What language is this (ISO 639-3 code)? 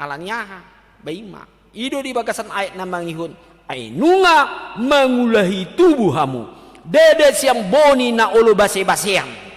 bbc